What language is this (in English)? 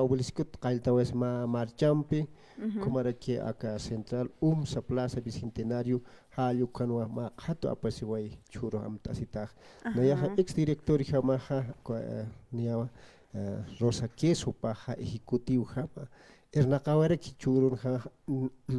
Aymara